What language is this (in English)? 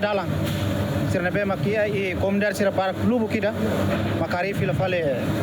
Tetum